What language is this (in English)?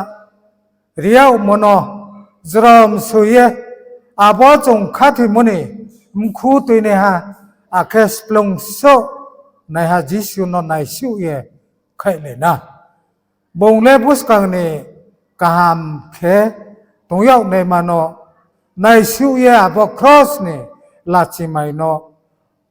Riang (India)